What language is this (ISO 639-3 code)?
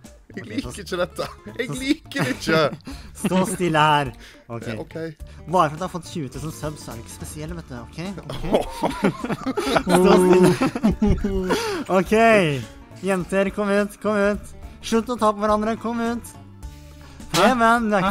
nor